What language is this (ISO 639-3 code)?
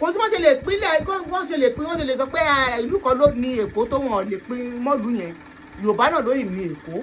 yor